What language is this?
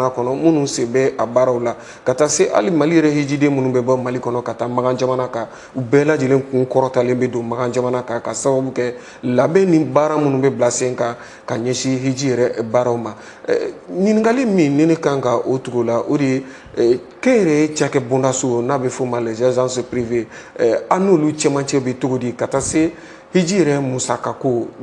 Bambara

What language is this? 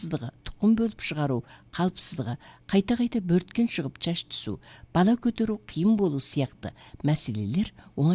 Kazakh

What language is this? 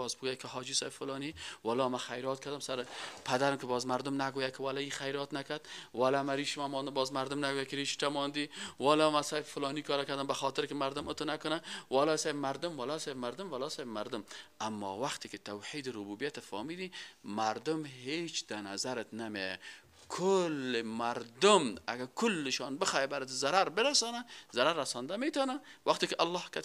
Persian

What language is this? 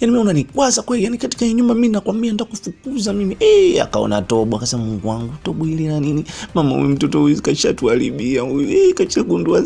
Swahili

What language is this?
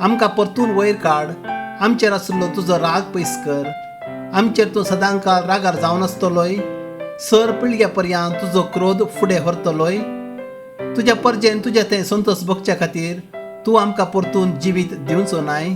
Konkani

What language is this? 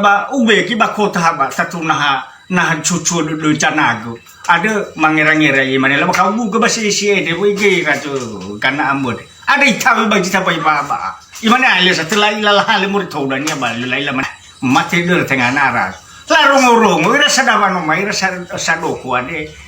Nias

